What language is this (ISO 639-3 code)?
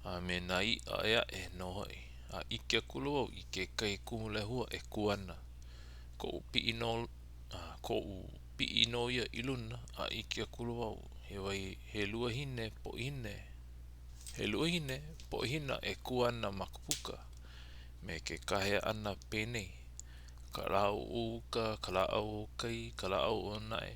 haw